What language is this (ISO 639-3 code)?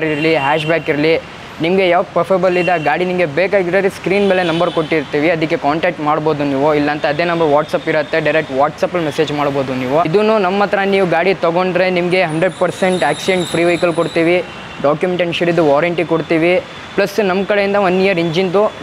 kan